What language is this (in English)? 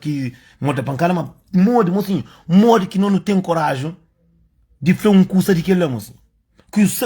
Kabuverdianu